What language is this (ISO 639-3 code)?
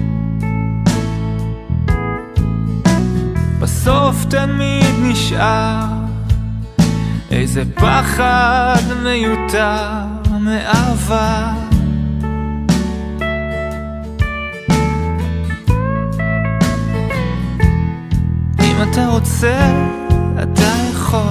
heb